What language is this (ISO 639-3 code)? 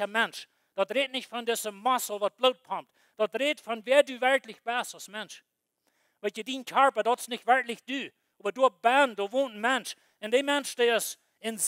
pdt